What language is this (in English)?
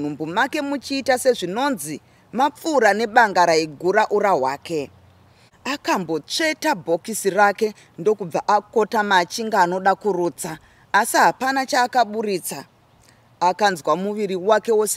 Shona